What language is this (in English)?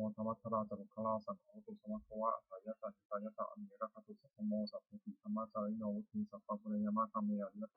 Pali